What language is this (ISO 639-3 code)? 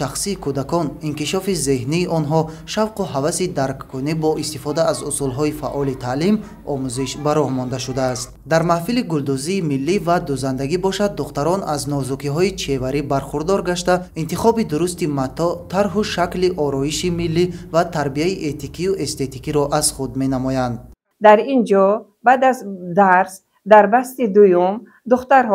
tgk